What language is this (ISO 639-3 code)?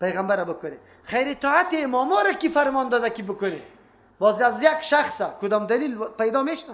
fas